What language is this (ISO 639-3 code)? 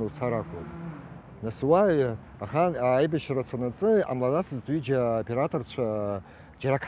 abk